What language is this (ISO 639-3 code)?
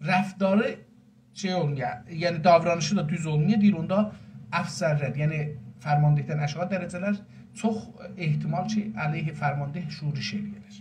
azb